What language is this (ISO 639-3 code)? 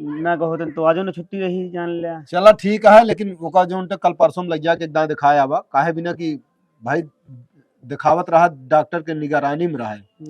awa